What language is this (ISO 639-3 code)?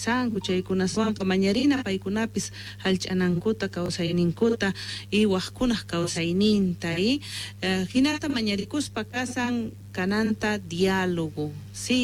quh